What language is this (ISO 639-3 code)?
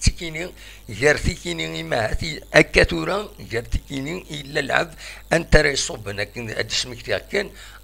kab